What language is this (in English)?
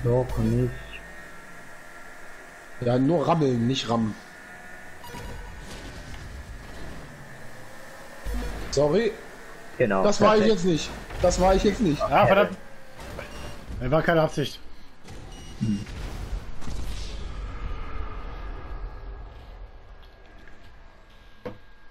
German